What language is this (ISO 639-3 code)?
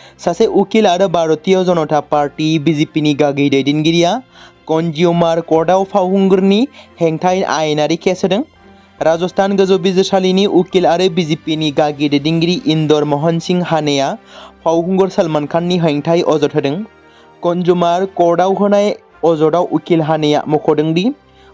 brx